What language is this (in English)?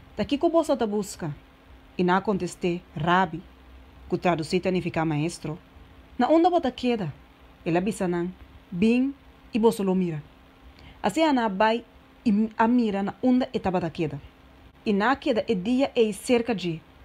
Papiamento